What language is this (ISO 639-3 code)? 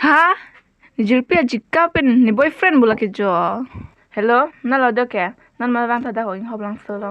mjw